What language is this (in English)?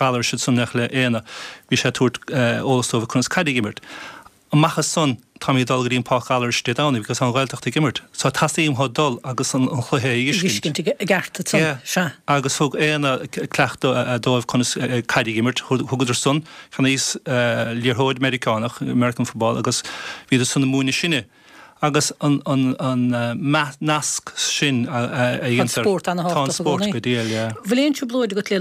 Irish